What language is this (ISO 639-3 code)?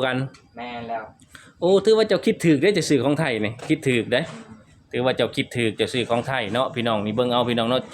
lao